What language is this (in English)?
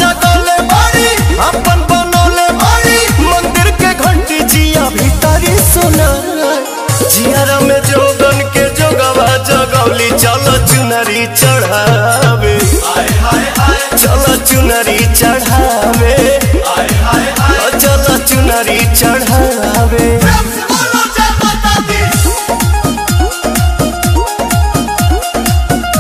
Bhojpuri